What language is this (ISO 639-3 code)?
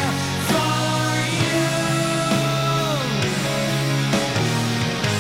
spa